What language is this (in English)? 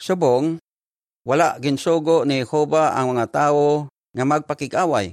Hiligaynon